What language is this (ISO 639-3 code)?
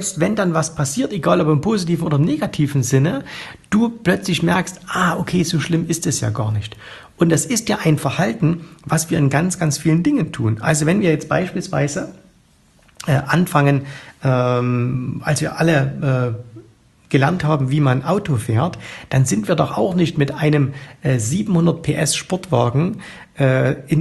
deu